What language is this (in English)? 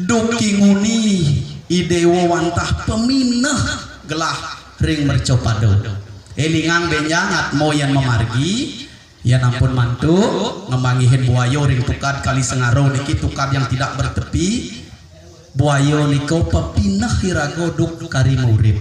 Balinese